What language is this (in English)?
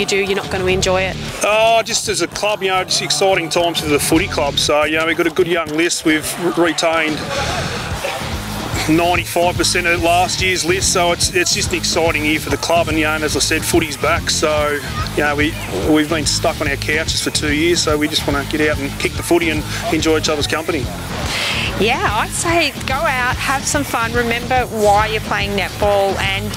English